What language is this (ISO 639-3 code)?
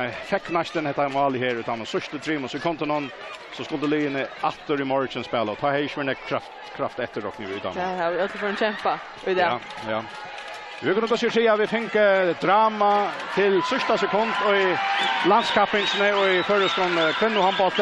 fao